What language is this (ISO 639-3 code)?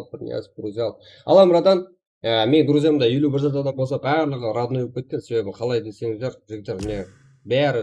kaa